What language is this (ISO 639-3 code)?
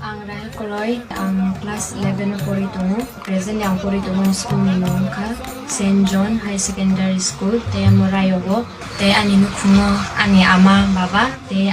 trp